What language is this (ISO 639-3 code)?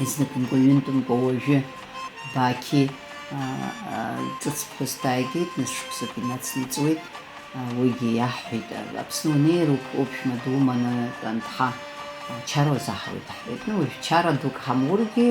abk